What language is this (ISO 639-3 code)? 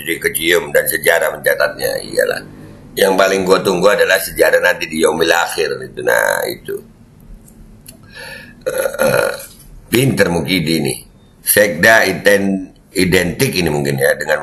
ind